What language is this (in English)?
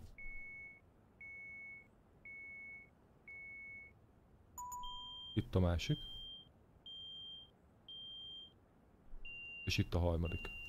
Hungarian